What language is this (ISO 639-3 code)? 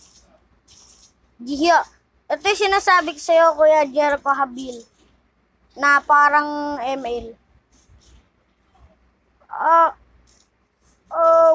fil